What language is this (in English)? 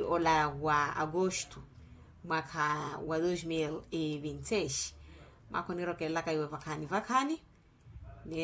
Makhuwa